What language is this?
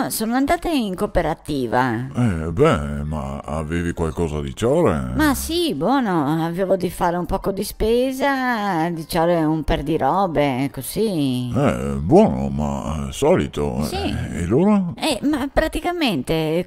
Venetian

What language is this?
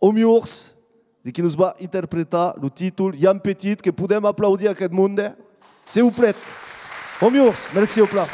Occitan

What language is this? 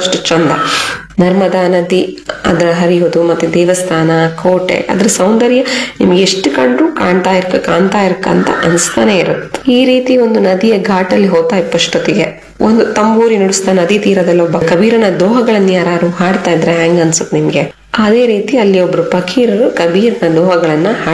Kannada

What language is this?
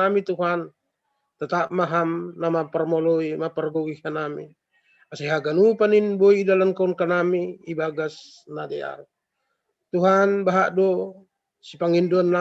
Batak Simalungun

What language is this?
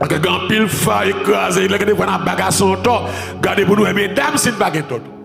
Haitian Creole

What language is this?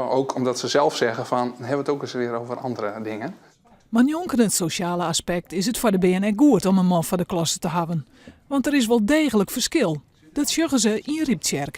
Western Frisian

